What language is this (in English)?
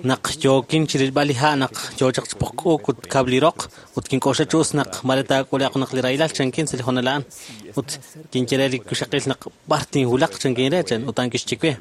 Kekchí